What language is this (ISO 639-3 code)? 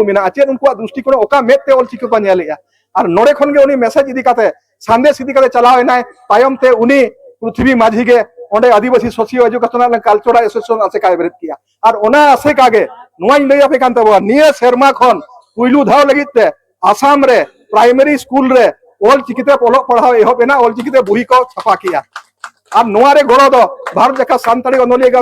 sat